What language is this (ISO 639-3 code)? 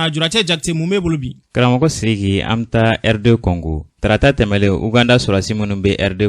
bam